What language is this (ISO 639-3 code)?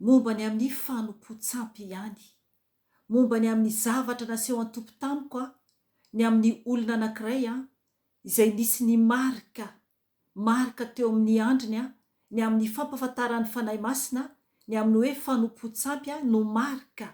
mlg